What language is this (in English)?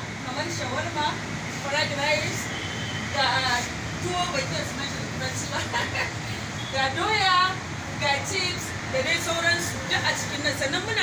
Hausa